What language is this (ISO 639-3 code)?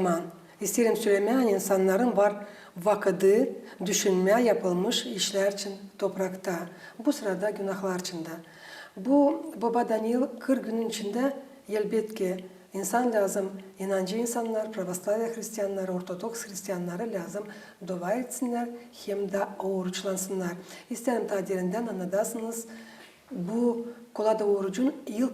gag